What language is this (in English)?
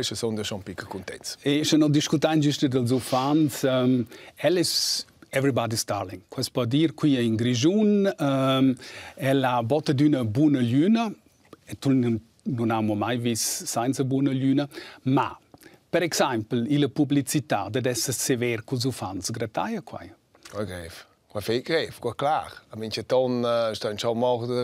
Romansh